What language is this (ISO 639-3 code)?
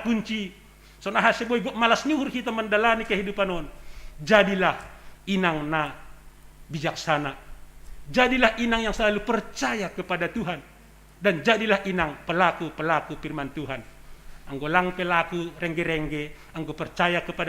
bts